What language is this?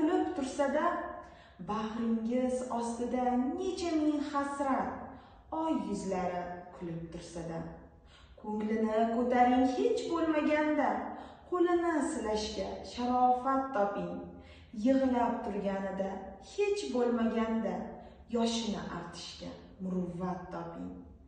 Uzbek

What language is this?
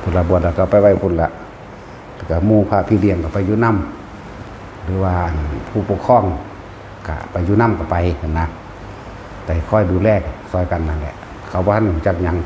Northeastern Thai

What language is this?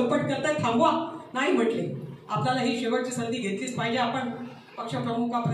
Marathi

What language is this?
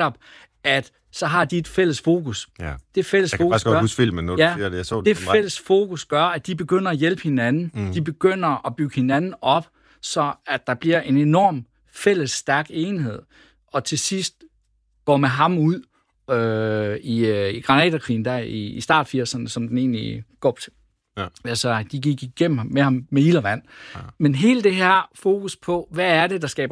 Danish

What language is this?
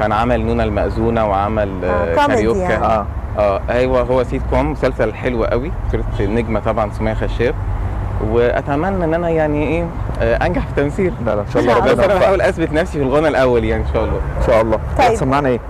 Egyptian Arabic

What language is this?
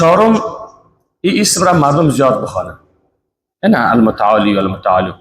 Persian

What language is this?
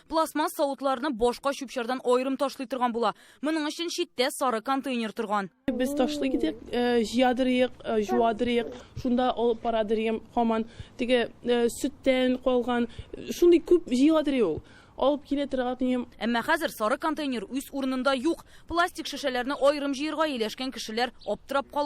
Tatar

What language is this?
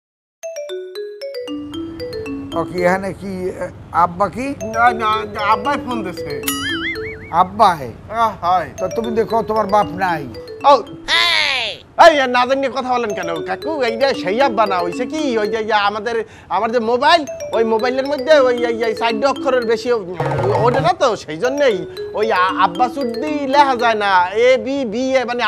Bangla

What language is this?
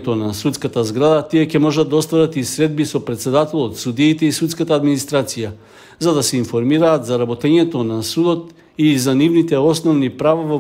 Macedonian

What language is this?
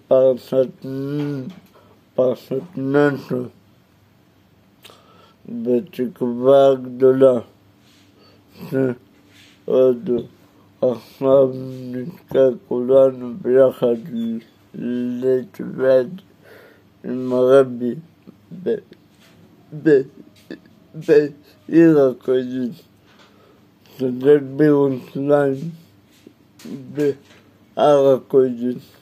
Hebrew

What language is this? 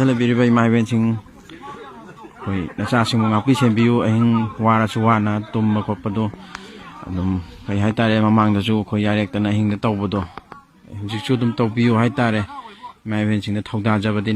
Manipuri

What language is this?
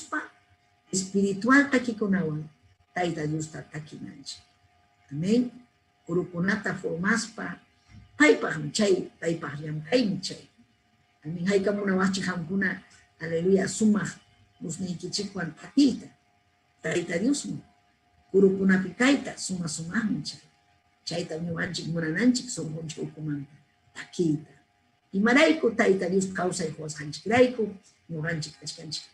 Ayacucho Quechua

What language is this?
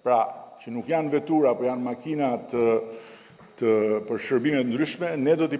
Albanian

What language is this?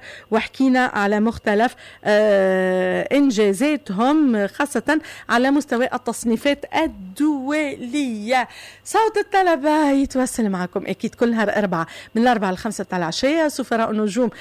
Tunisian Arabic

